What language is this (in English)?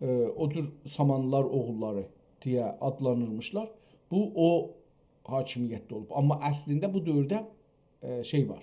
South Azerbaijani